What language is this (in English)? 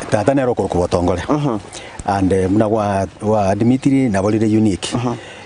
Gusii